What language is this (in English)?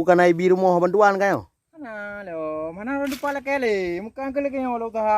Achinese